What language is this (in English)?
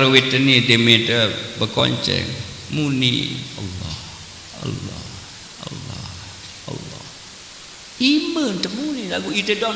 Sasak